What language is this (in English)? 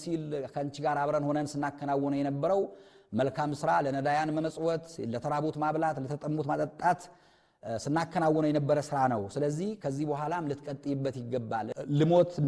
Amharic